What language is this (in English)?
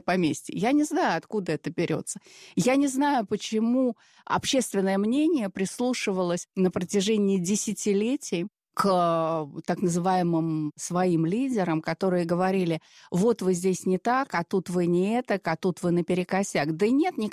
Russian